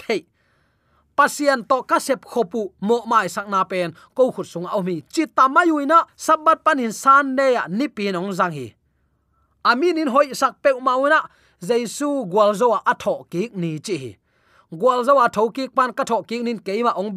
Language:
Tedim Chin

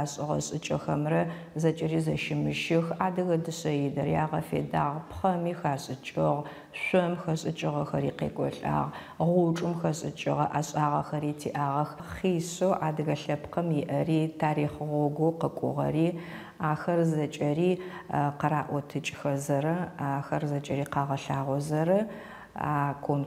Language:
Adyghe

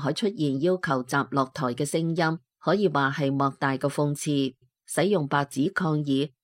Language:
Cantonese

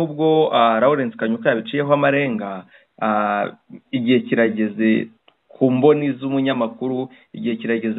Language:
Kinyarwanda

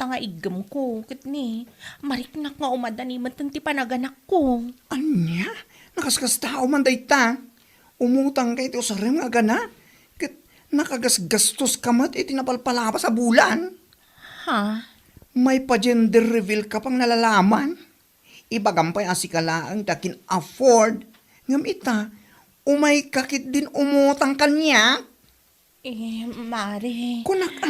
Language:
Iloko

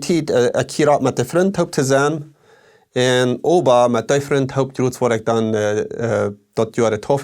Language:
Plautdietsch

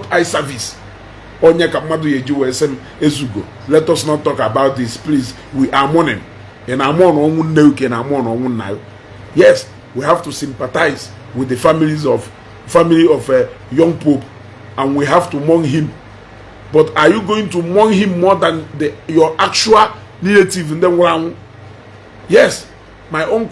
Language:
Igbo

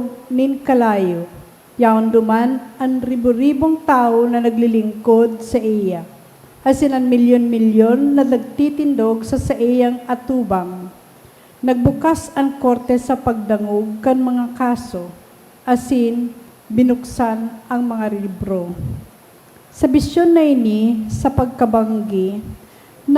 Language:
Bikol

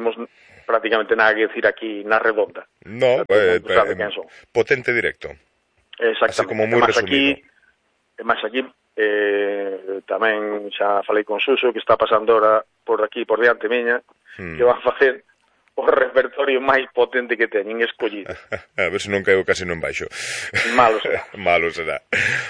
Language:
Galician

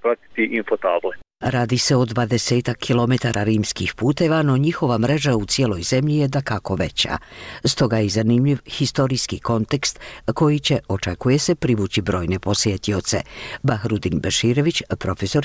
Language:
Bosnian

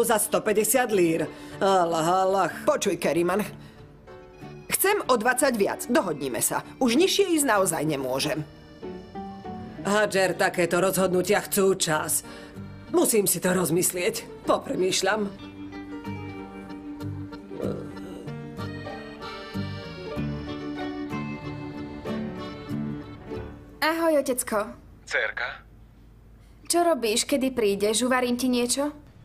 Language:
Slovak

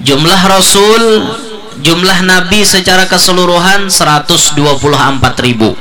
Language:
Banjar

